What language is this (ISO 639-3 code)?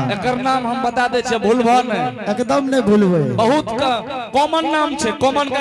anp